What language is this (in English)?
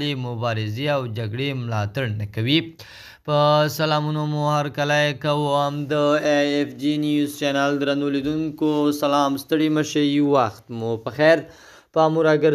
Pashto